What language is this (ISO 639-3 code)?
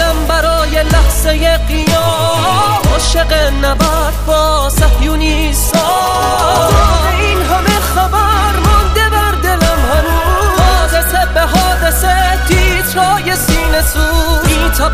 fas